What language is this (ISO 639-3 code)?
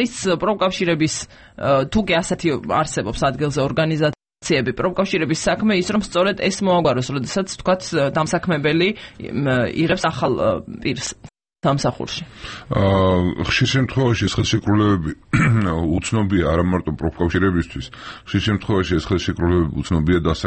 kat